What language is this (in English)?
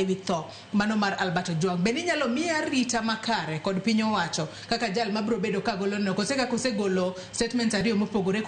Luo (Kenya and Tanzania)